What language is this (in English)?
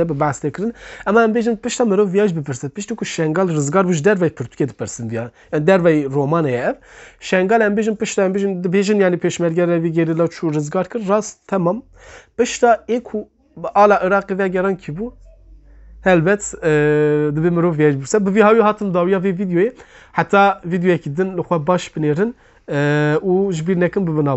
Kurdish